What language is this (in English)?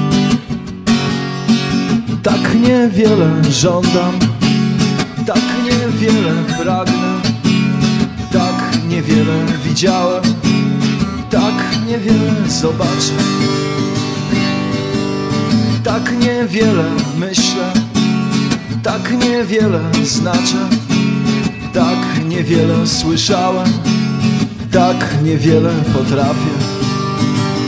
Polish